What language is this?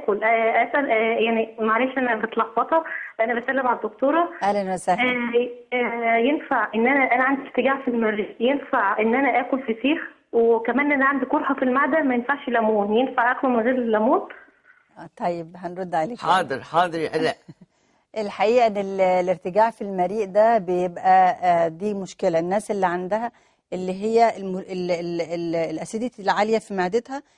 Egyptian Arabic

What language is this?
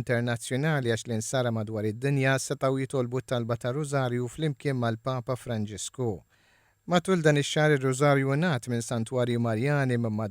Maltese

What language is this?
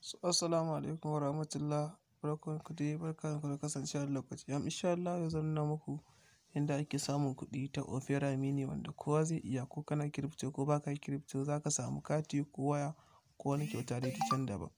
Hausa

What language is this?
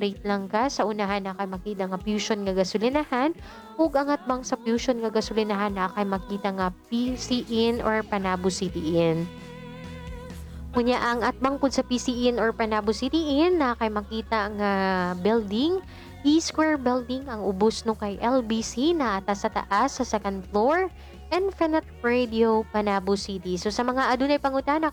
Cebuano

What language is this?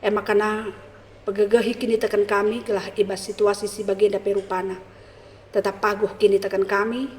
Batak Karo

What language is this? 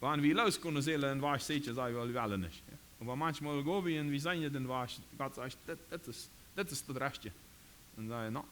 Plautdietsch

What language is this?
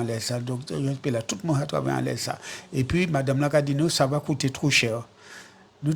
Guadeloupean Creole French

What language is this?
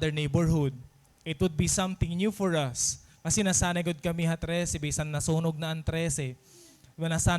Waray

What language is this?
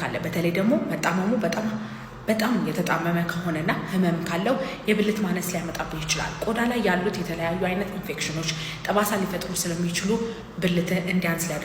Amharic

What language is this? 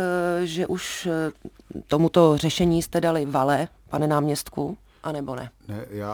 Czech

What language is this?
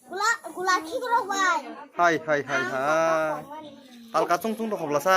Kok Borok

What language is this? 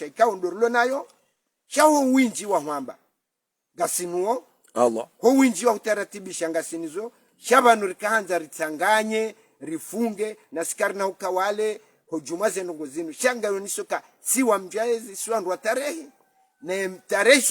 Ngazidja Comorian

